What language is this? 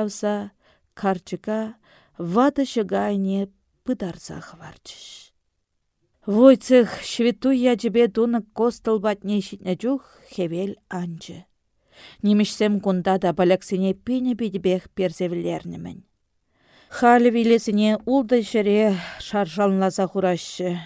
Chuvash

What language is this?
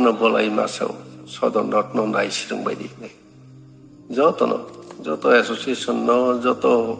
Kok Borok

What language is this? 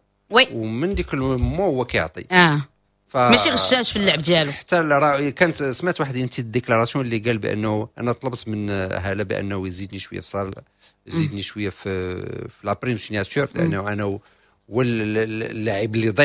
Moroccan Arabic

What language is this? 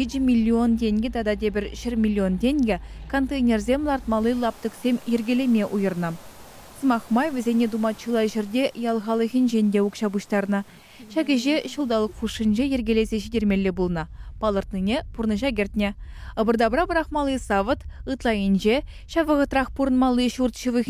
Chuvash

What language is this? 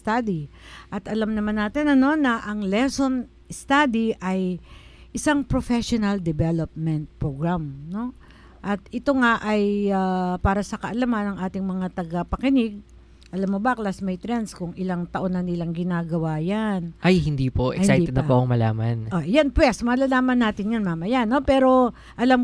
Filipino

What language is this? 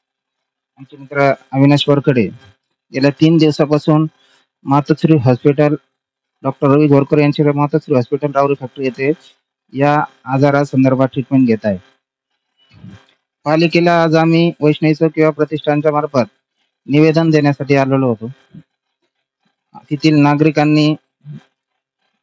Marathi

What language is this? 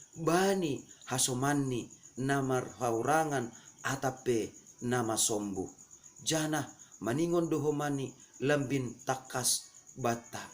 Batak Simalungun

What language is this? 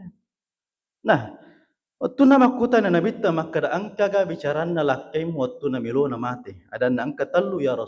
Buginese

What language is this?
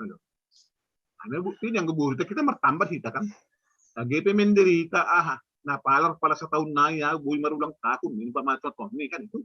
Batak Simalungun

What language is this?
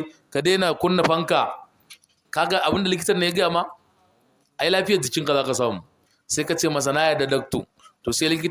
Hausa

